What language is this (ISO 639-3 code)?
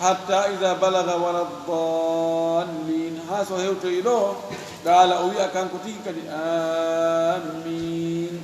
ful